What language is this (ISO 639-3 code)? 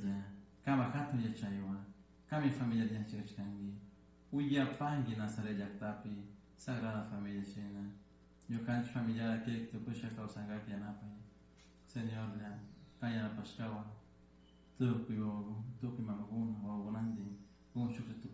qug